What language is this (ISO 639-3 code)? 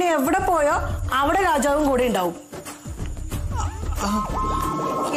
mal